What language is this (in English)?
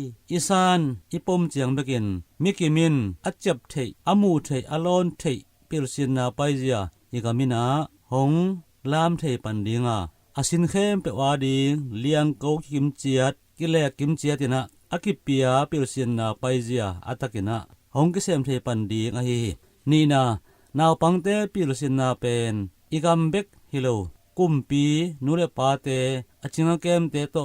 Tedim Chin